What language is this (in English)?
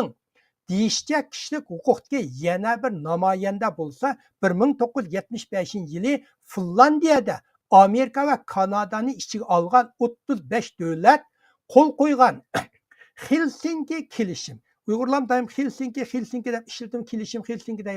Uyghur